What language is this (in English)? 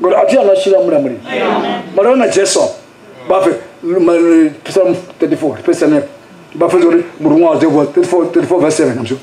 Venda